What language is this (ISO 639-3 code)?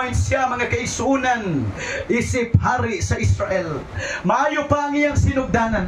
ceb